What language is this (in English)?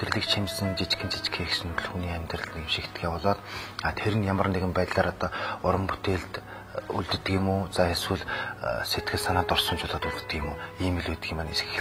Mongolian